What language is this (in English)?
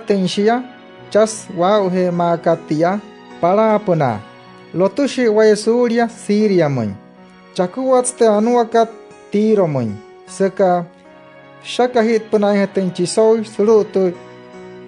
Wayuu